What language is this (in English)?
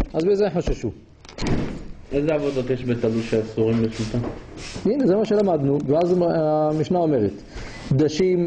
Hebrew